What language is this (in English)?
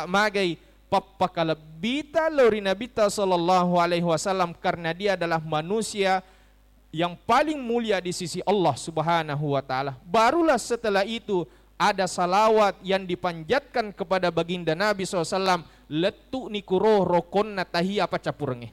Buginese